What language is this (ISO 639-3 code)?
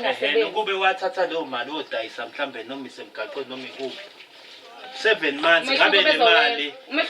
zul